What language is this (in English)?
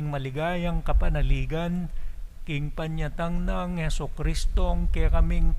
Pampanga